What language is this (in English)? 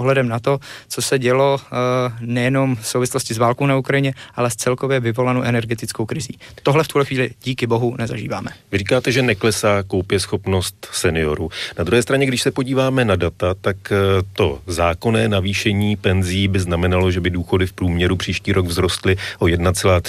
Czech